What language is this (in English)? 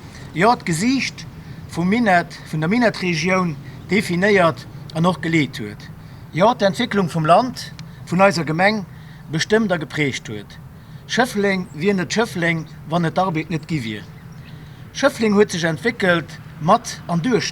Luxembourgish